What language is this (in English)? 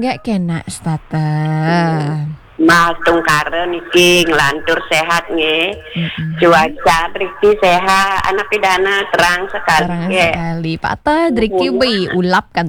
Balinese